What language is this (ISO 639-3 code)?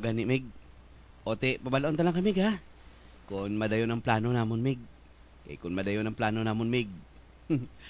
hil